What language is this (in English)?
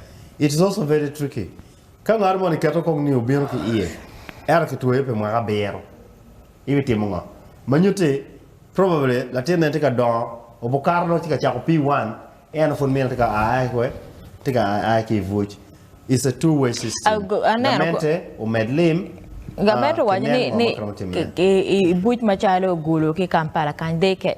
Acoli